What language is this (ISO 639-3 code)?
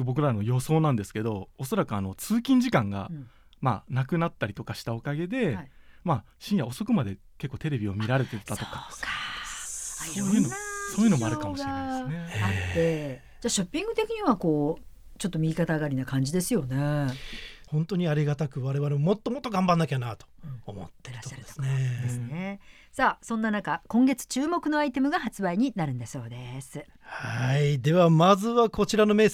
jpn